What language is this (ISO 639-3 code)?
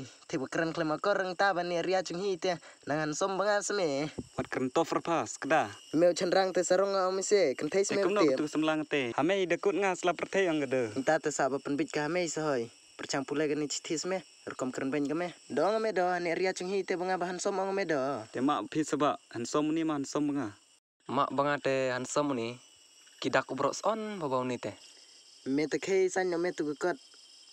kha